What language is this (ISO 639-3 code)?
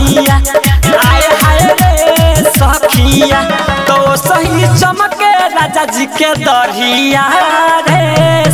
bho